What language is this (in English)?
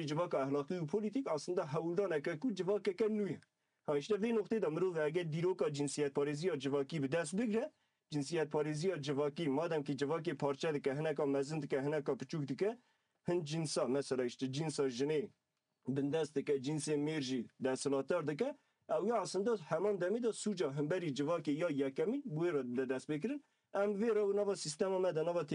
Kurdish